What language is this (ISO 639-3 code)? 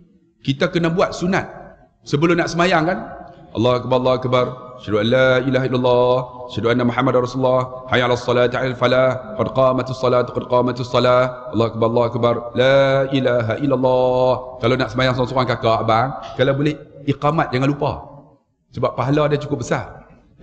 msa